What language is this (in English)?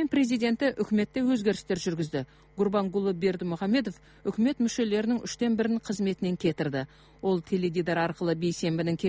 Kazakh